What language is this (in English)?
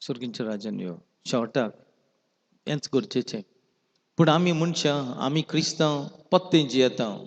Konkani